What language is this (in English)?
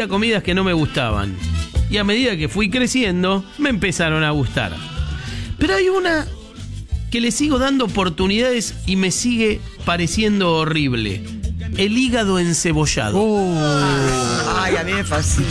Spanish